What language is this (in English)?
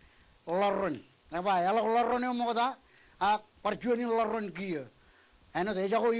Marshallese